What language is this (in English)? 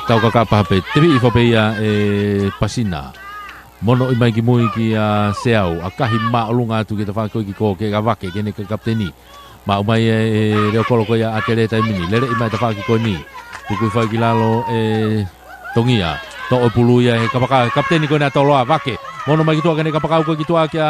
Tongan